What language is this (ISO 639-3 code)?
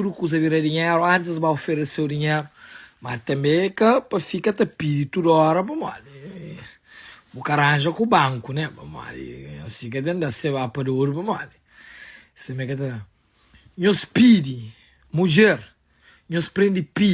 kea